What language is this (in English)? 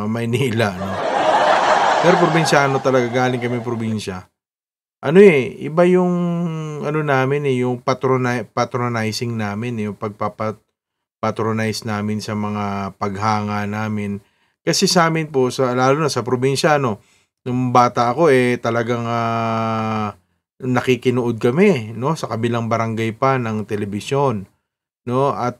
Filipino